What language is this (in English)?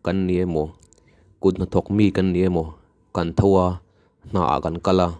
Mizo